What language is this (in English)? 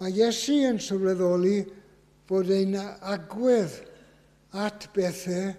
Welsh